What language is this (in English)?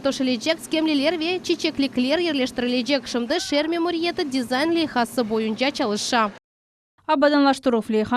Crimean Tatar